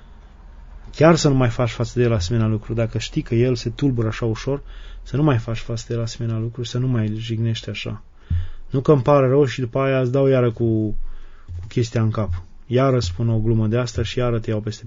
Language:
Romanian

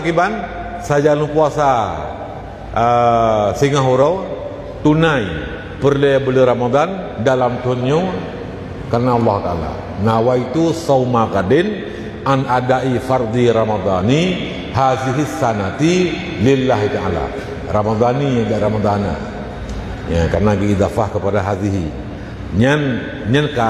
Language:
Achinese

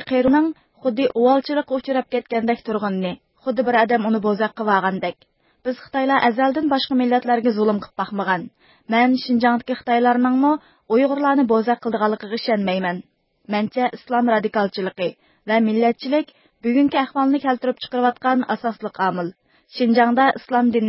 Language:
Uyghur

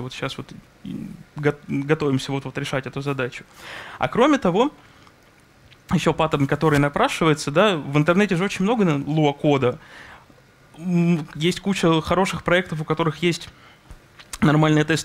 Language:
Russian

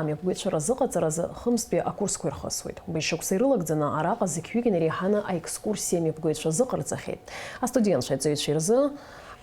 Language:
Abkhazian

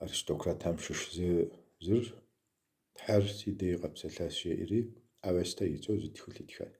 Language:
Kabardian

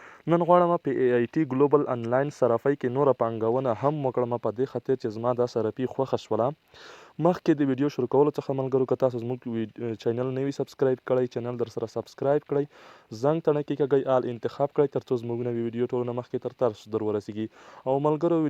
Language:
Pashto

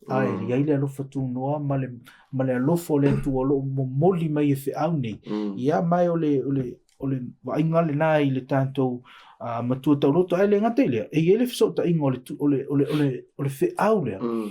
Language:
Samoan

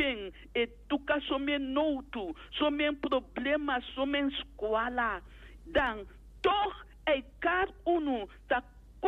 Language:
Sranan Tongo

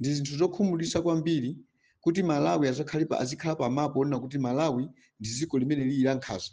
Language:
Nyanja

